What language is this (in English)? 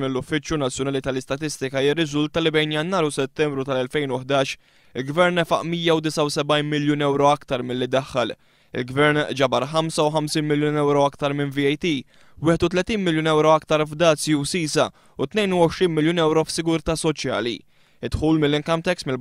Maltese